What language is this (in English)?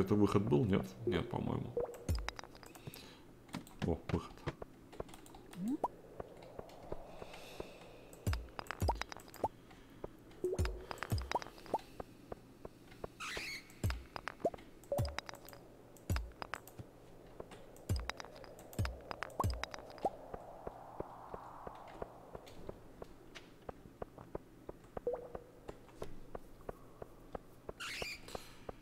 Russian